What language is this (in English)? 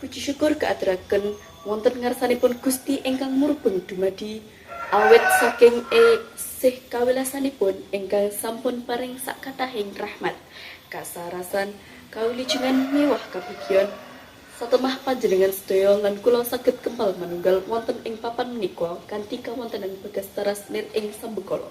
Javanese